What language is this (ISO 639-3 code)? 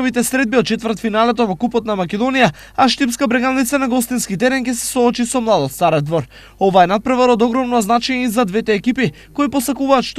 mkd